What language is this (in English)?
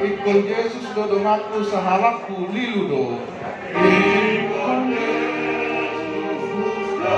Batak Toba